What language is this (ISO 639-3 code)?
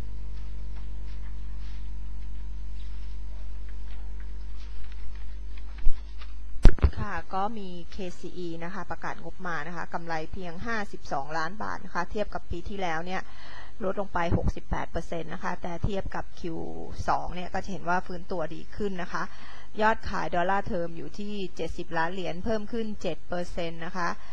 tha